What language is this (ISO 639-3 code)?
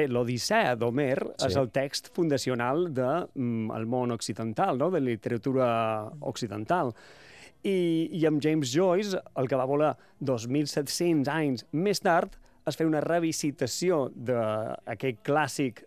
cat